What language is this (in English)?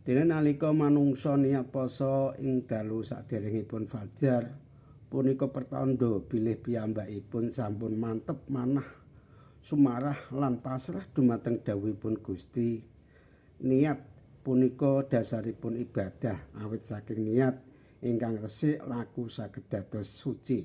Javanese